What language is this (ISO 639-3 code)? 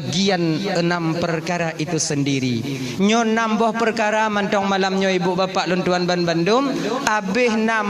ace